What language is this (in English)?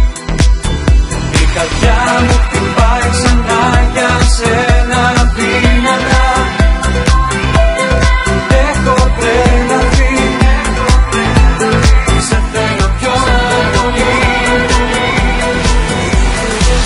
Greek